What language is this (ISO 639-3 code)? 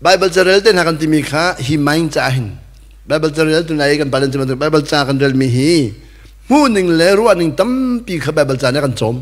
cnh